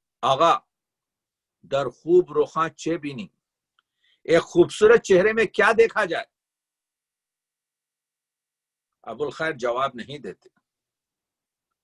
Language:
Urdu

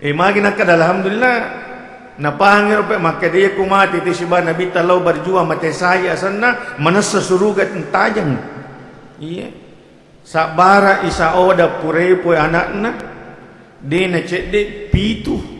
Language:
Buginese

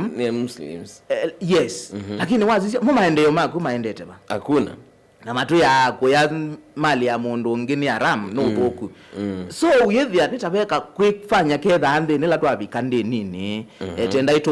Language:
Kamba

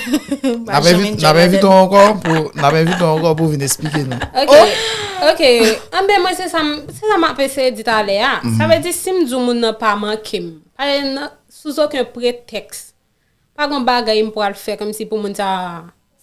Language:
Haitian Creole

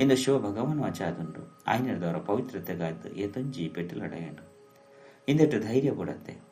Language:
Tulu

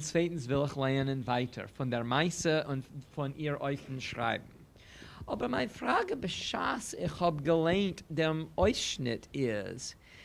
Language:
Yiddish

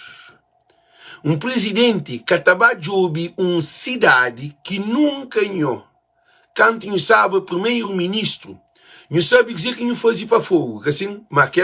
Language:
Kabuverdianu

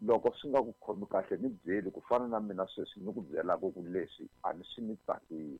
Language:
Tsonga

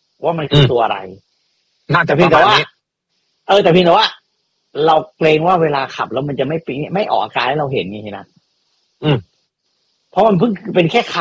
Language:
Thai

